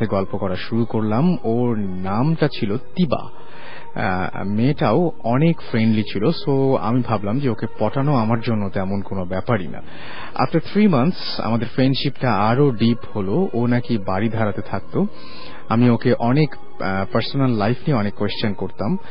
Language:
Bangla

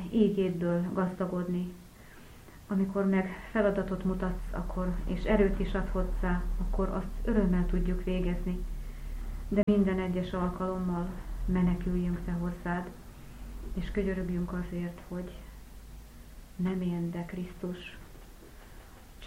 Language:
Hungarian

